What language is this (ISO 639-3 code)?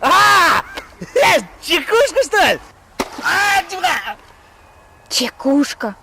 chv